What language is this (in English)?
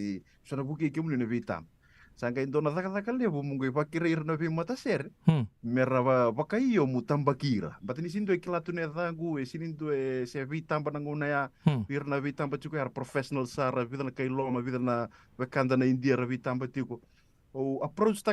Fijian